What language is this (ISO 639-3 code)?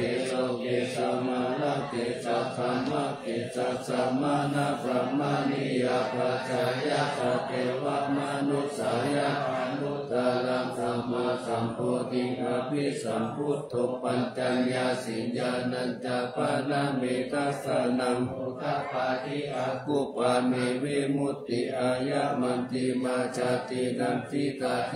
pli